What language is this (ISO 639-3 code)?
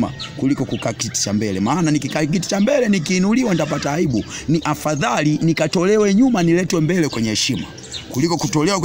swa